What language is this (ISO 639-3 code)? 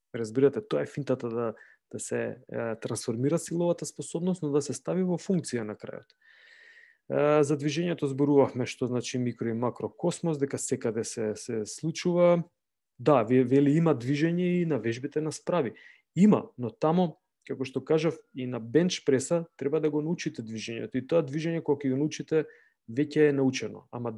mkd